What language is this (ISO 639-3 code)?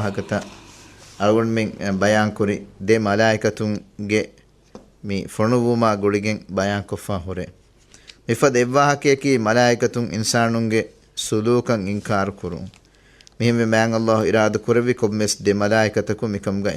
div